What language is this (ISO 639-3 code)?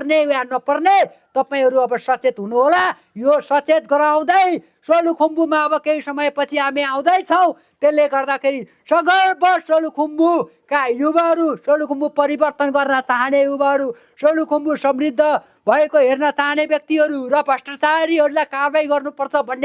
nep